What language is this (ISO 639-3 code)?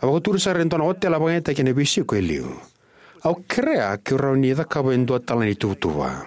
fij